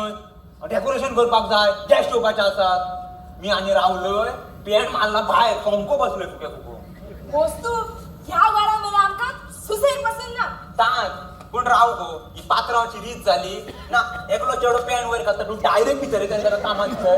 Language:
Konkani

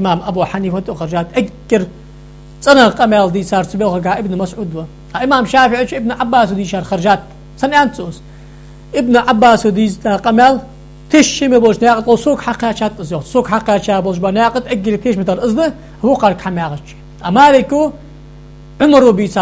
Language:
Ingush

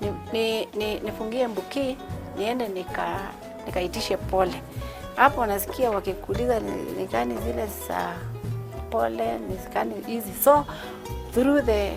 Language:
Meru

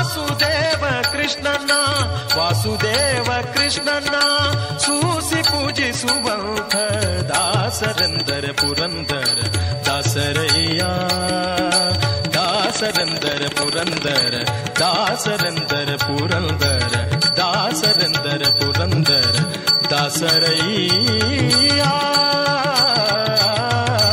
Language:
Kannada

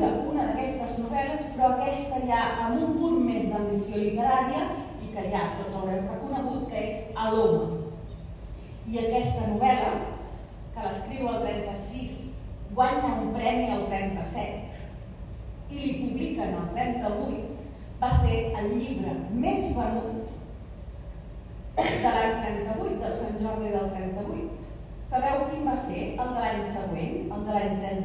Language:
Catalan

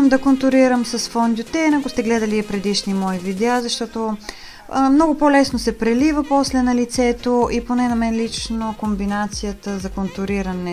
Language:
Bulgarian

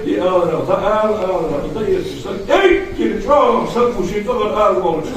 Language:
Ingush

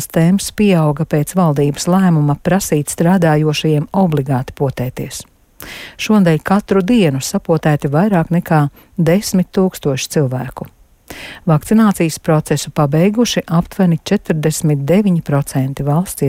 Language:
Latvian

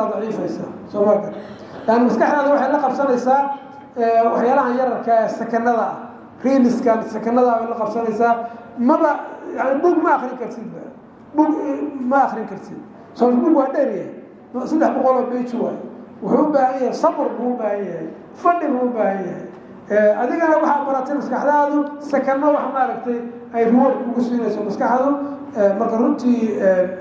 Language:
Somali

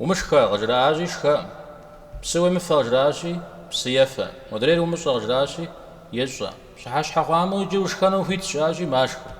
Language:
Kabardian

